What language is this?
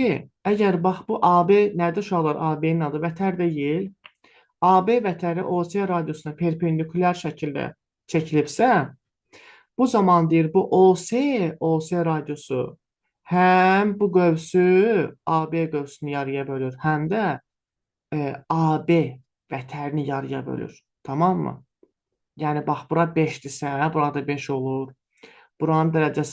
Azerbaijani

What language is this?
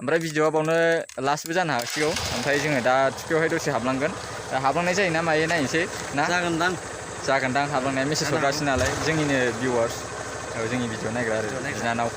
Bodo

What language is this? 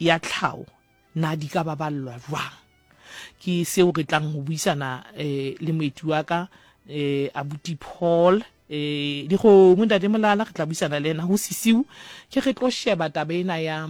Southern Sotho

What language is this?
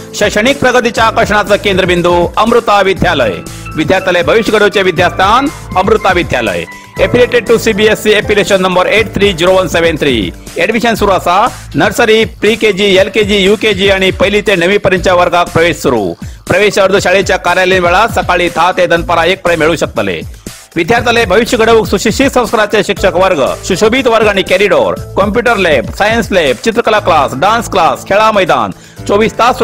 Konkani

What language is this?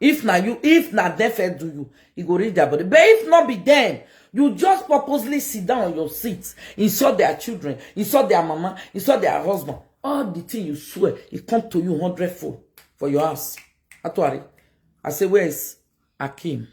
Nigerian Pidgin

